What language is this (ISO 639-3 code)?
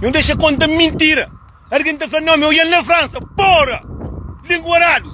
kea